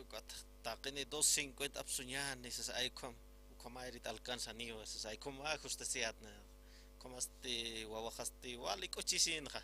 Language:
Aymara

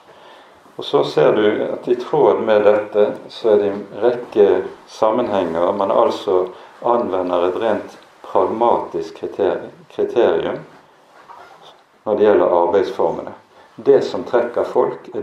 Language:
Norwegian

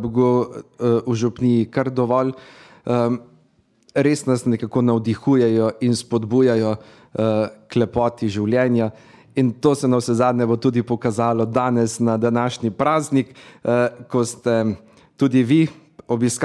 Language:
Slovenian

